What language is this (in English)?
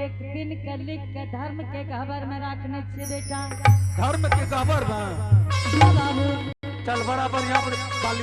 Angika